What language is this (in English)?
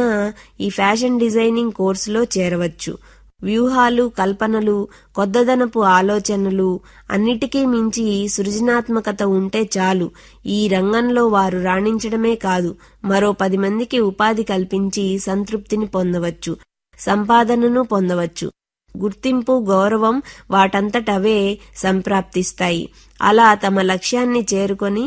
Telugu